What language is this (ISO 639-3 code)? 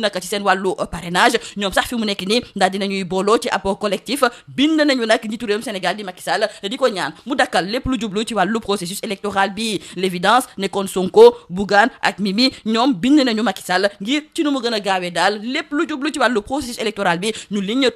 wol